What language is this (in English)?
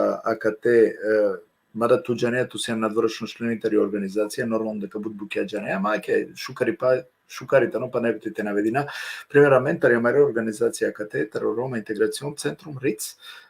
Balkan Romani